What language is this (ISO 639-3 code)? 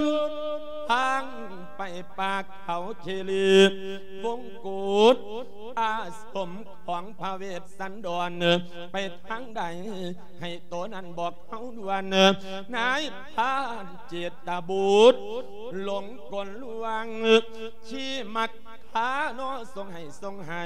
lao